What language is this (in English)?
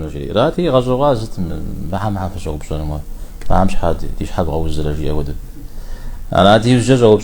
Kabardian